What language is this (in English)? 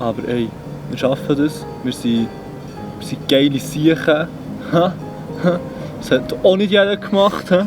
Swiss German